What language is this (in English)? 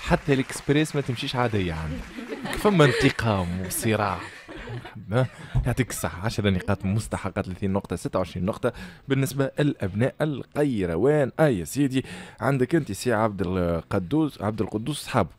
Tunisian Arabic